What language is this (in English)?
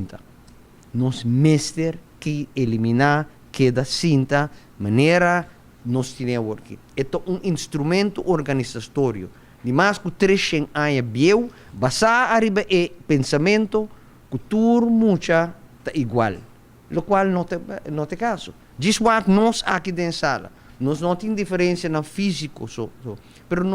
Papiamento